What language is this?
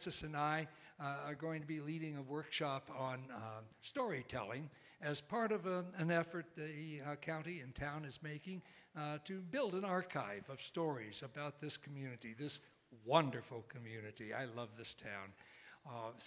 English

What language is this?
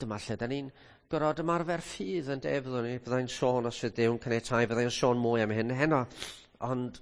Welsh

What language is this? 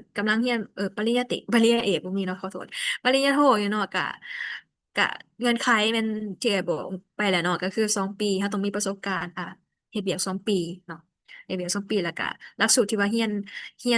Lao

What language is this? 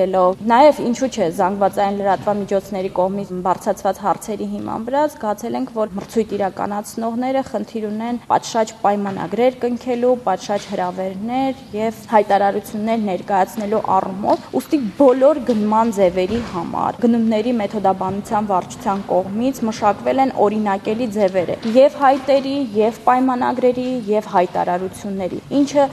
Armenian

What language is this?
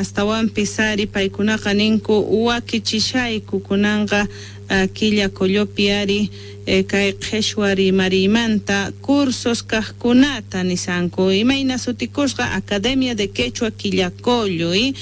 South Bolivian Quechua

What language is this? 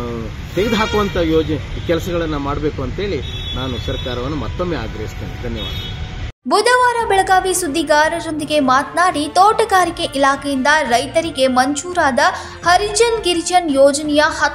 Kannada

